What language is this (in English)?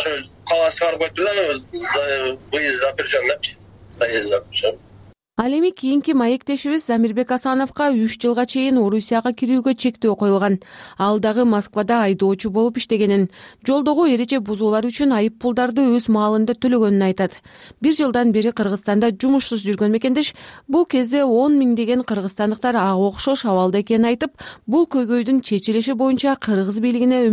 Kyrgyz